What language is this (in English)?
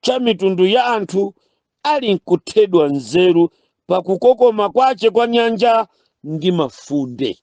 Nyanja